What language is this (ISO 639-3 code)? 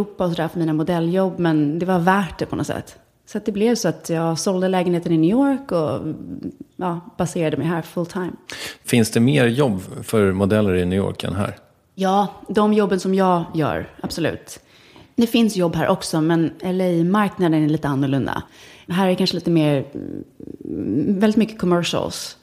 swe